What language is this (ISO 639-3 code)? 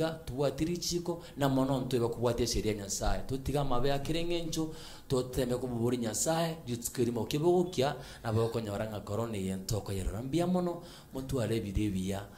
guz